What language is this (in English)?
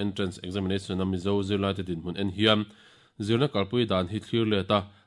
Mizo